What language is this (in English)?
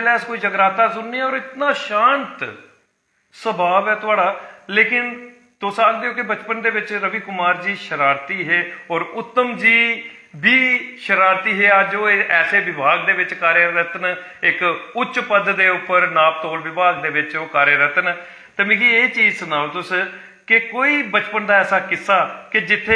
Dogri